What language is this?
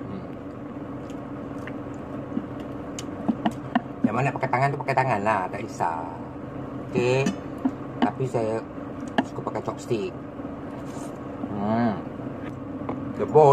Malay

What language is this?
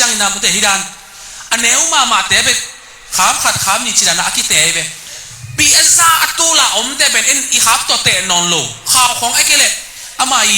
Tedim Chin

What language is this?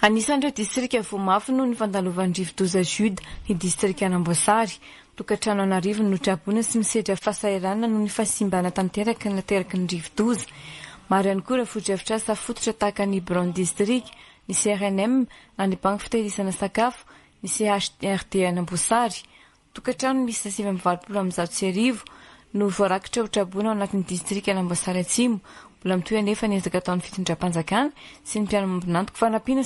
Malagasy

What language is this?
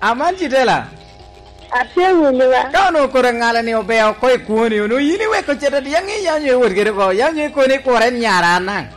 Lango (Uganda)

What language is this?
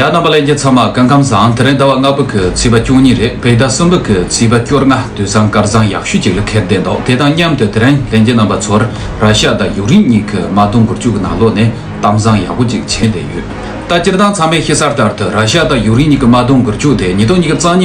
Tibetan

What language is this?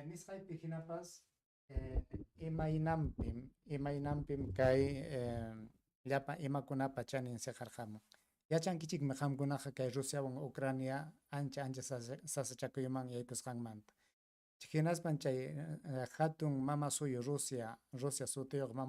Ayacucho Quechua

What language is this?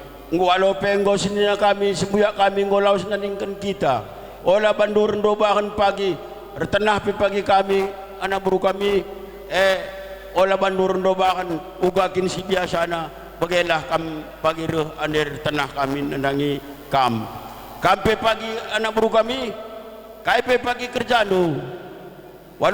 Batak Karo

